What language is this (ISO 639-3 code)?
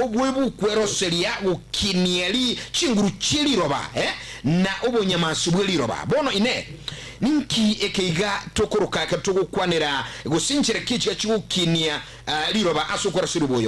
guz